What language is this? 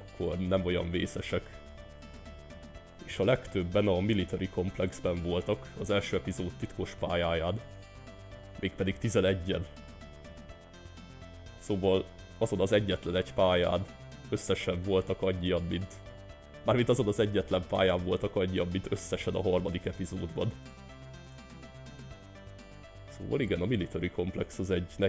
Hungarian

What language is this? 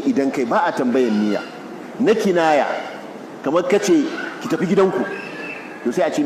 Hausa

